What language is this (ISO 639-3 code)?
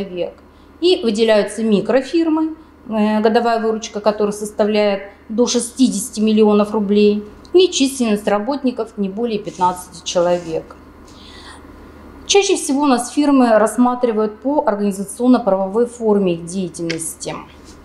rus